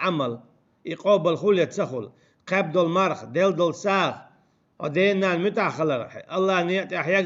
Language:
Chechen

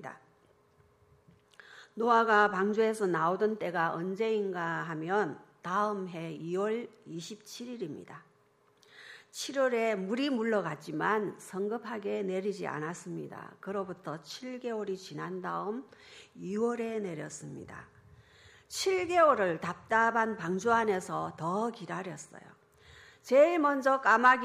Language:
Korean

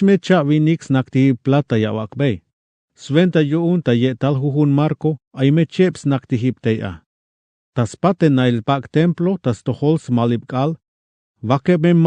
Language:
Tzeltal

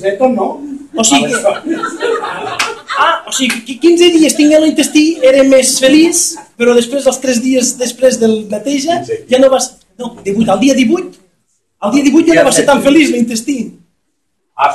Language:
Catalan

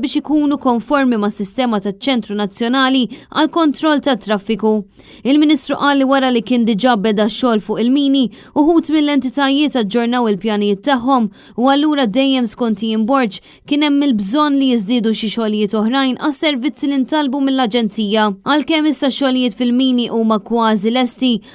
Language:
Maltese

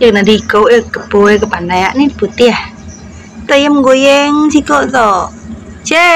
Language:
Iban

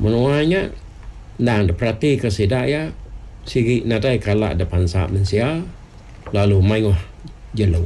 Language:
Iban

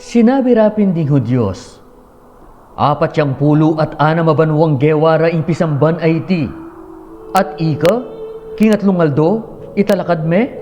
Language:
Pampanga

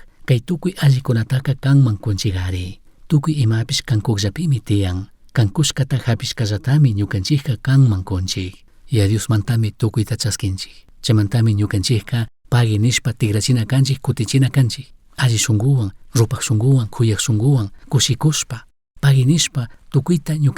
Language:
Chimborazo Highland Quichua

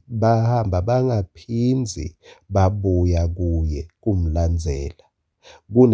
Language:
Swati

